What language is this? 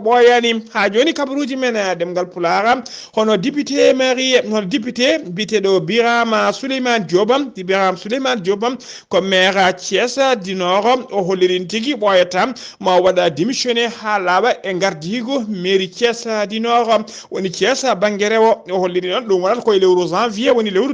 Fula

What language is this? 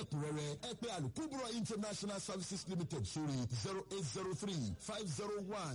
Yoruba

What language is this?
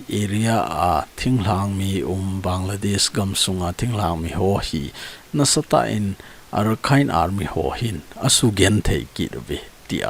Thado Chin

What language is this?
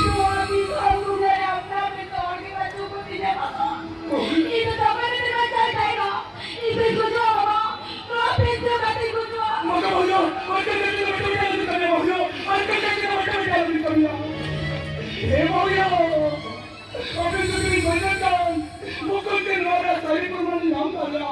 Santali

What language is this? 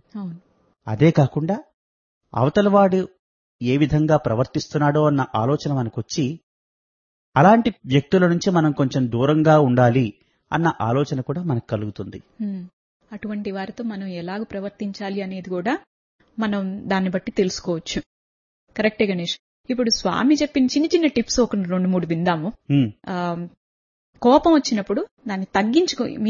Telugu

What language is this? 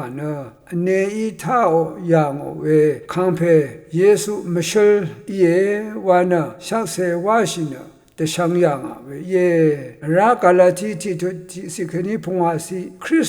Rawang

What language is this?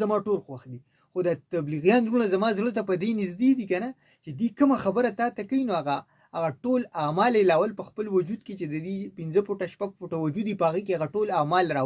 Pashto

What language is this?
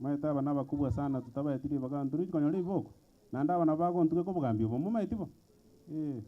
Gusii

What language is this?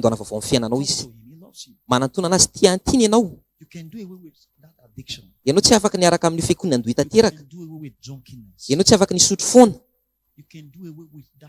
Malagasy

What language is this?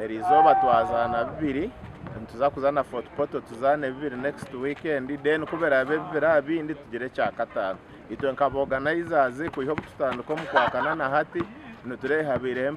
Nyankole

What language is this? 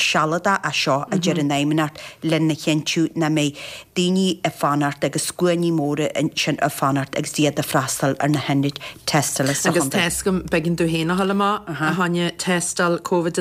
Irish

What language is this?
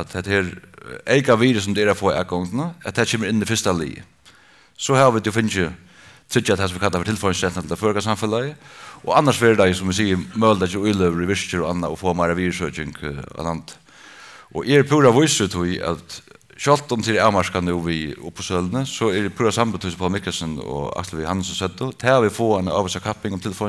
Faroese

